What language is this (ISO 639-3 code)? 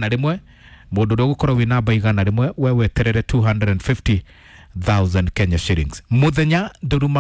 kik